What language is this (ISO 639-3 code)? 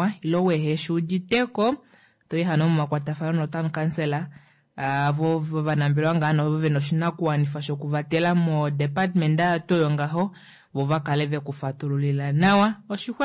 kua